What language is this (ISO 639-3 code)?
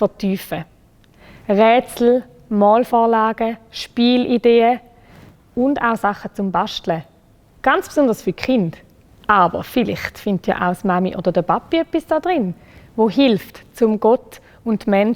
gsw